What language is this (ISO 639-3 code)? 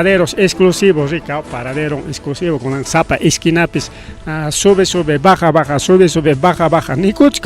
quy